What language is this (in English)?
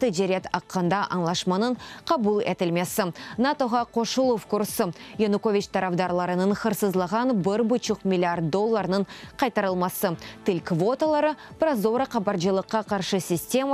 Crimean Tatar